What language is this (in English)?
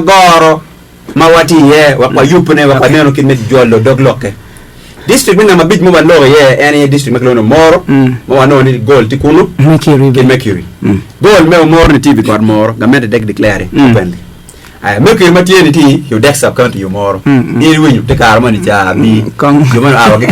Acoli